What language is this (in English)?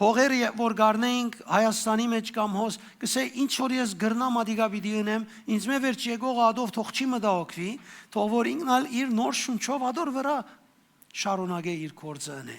Western Armenian